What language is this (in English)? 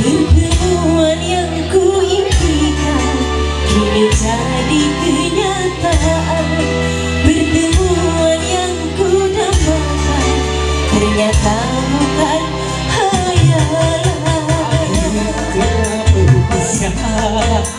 Ma'anyan